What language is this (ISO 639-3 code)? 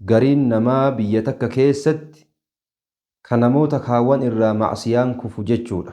orm